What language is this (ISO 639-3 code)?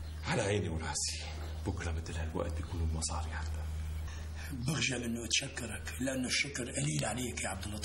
apc